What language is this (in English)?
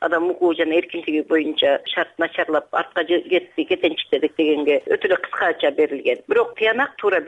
Kyrgyz